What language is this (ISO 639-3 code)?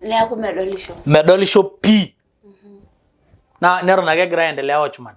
mas